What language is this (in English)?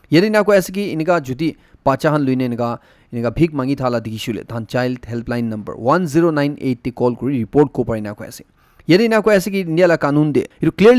Naga Pidgin